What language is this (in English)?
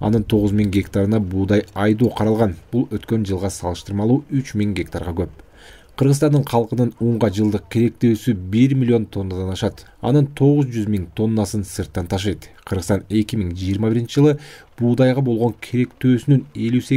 Kyrgyz